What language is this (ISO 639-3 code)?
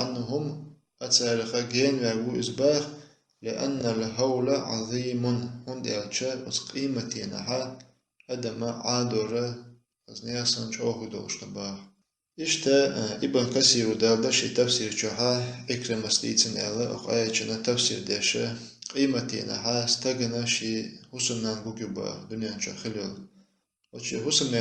che